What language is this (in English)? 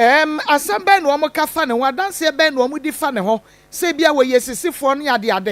Akan